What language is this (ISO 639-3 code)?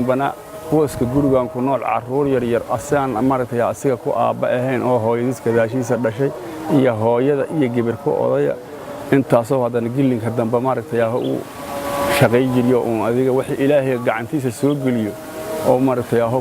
som